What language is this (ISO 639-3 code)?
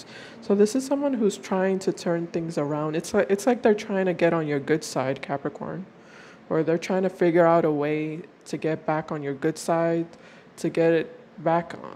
eng